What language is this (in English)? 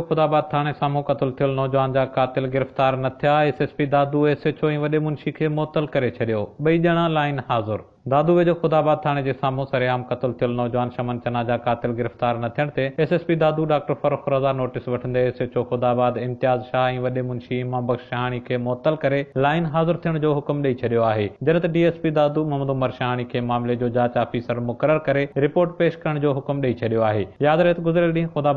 Sindhi